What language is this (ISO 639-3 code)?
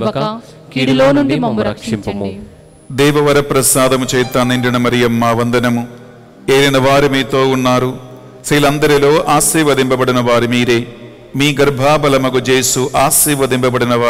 tel